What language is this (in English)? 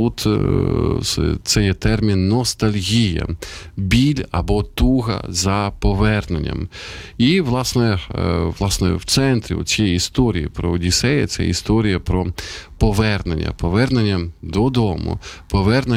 Ukrainian